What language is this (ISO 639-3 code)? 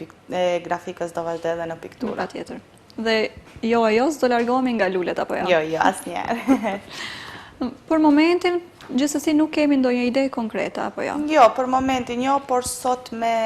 sqi